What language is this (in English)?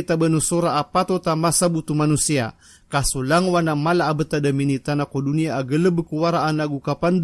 Maranao